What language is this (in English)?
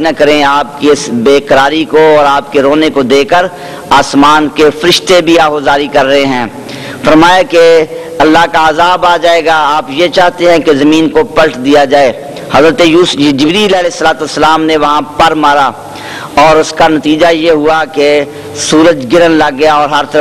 Urdu